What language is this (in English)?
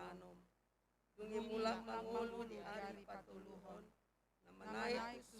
Batak Toba